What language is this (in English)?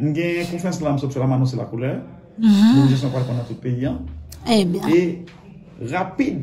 Haitian Creole